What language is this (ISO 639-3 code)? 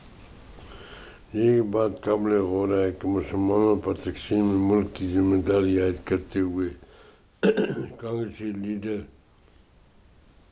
urd